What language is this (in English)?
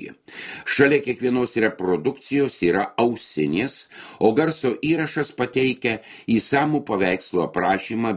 Lithuanian